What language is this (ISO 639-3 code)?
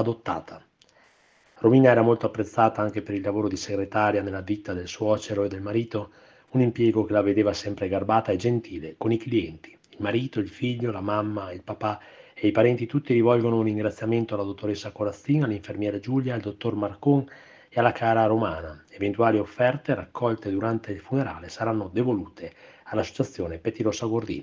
ita